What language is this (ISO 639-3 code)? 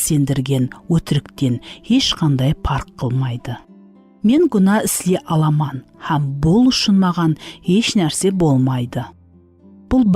kaa